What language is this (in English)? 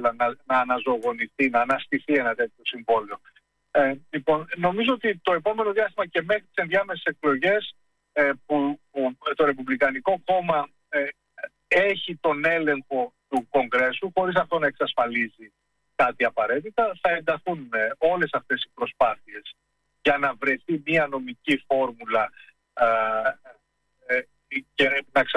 Greek